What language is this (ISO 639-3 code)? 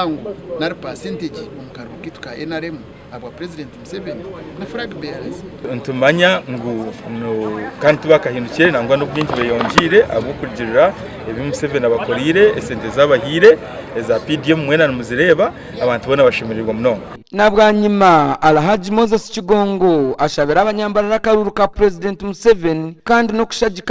nyn